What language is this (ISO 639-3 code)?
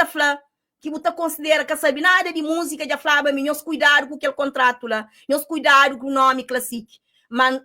kea